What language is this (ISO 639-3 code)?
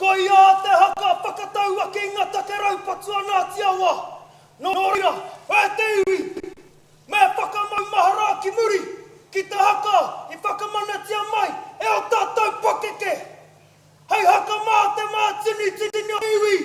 mri